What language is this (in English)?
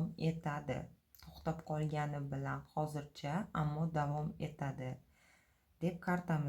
Uzbek